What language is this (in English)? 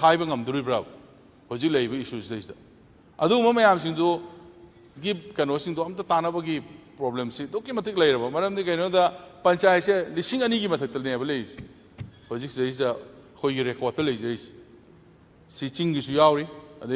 Manipuri